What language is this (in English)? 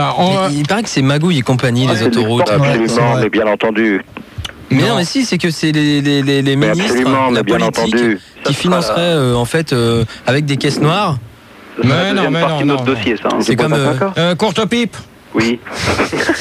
French